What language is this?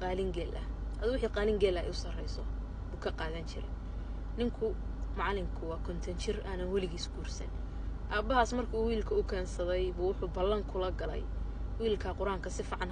Somali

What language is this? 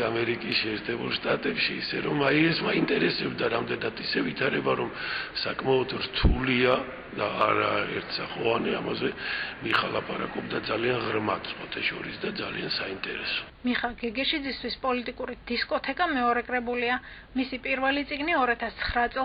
Georgian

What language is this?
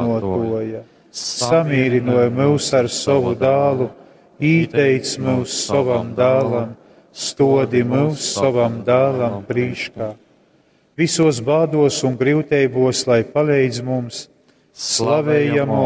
Latgalian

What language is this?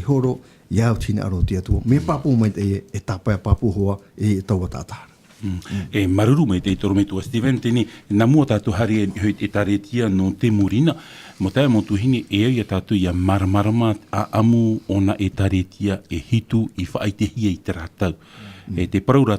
Tahitian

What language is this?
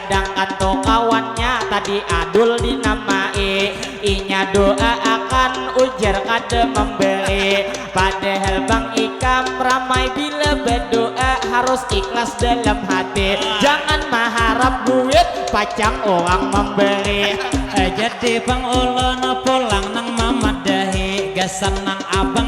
Banjar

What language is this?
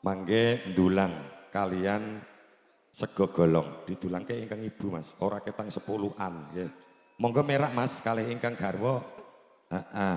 Javanese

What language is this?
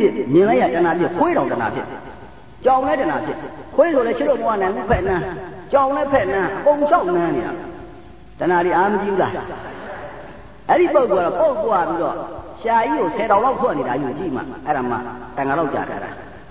Burmese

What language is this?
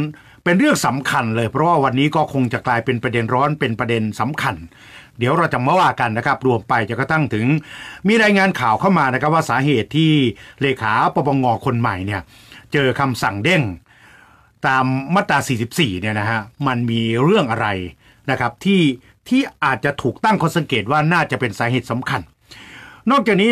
Thai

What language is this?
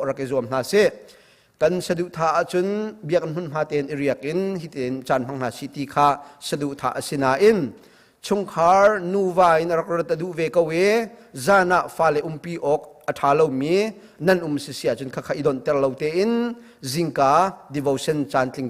Hakha Chin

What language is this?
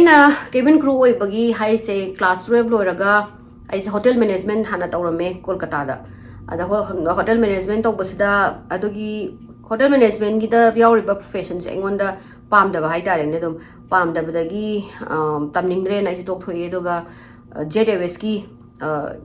Manipuri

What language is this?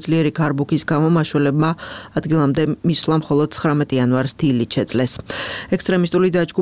Georgian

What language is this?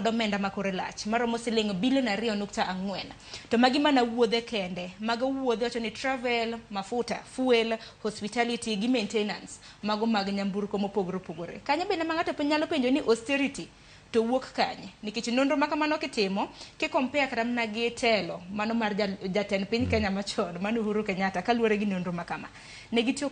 Luo (Kenya and Tanzania)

